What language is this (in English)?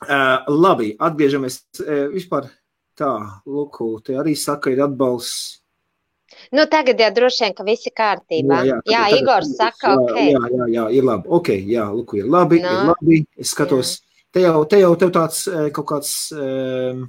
Latvian